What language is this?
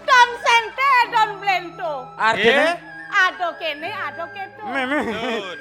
Balinese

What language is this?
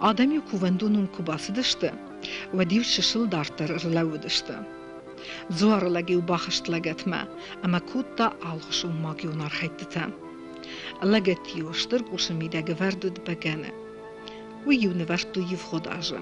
Ossetic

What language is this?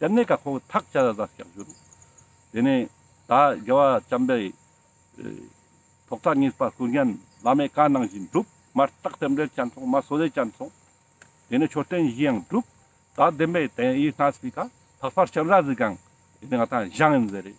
Ladakhi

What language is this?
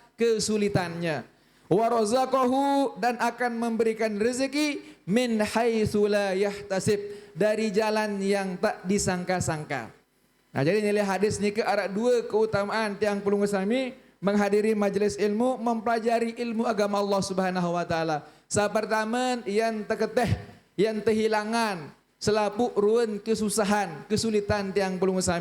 Sasak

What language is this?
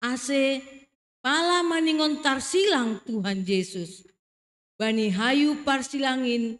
Batak Simalungun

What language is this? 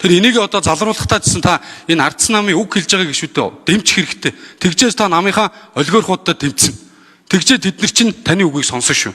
Mongolian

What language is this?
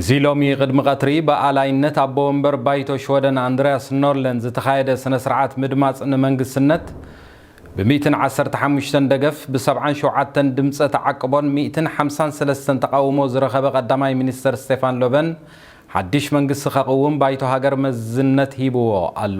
Tigrinya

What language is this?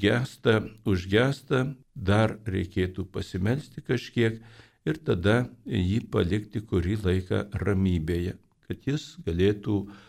Lithuanian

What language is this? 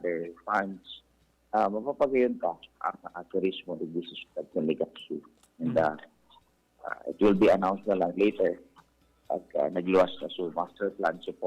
Bikol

